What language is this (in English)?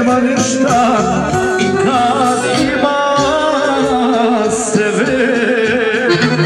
Serbian